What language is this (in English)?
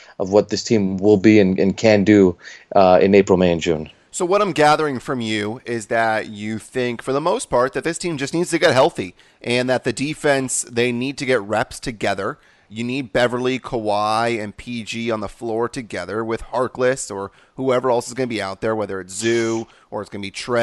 English